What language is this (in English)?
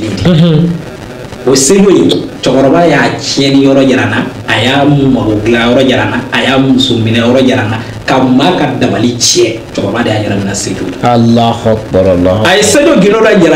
Bambara